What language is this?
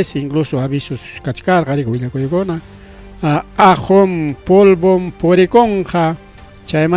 Ayacucho Quechua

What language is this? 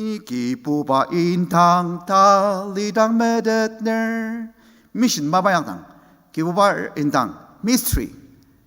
Ao Naga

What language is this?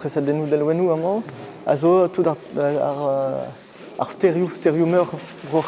Breton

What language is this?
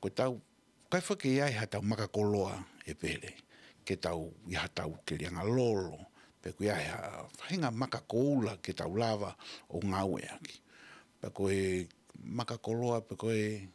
Tongan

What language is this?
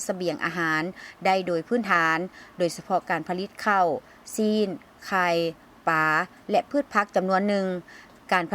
Lao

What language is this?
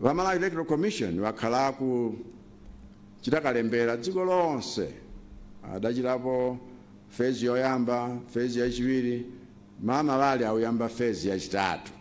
Nyanja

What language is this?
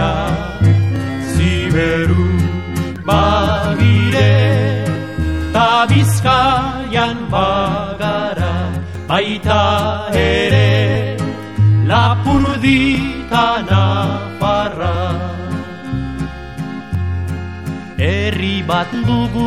Basque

